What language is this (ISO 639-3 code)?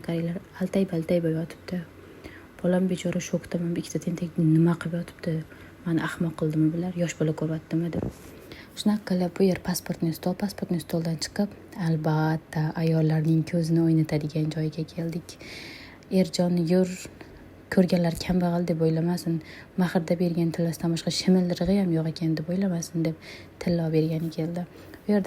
uzb